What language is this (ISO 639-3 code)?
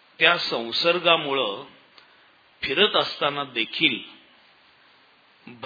mar